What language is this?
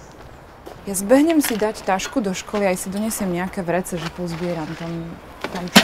Slovak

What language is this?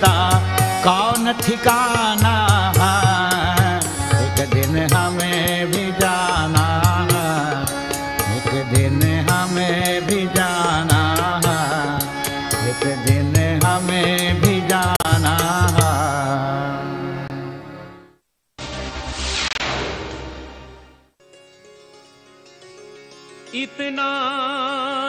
Hindi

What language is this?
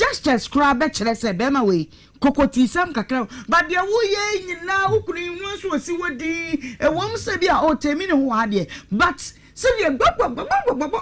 Akan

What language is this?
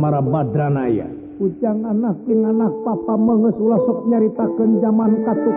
Sundanese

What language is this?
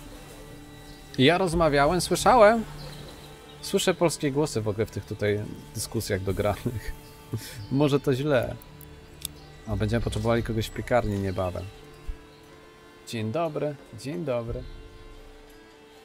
Polish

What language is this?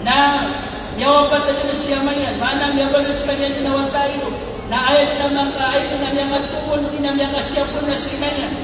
Maranao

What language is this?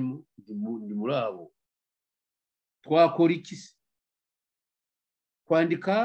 Kinyarwanda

